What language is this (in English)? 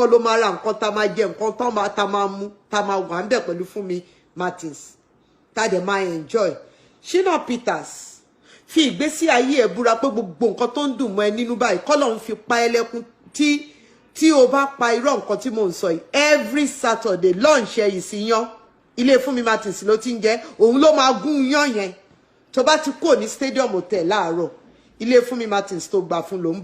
Yoruba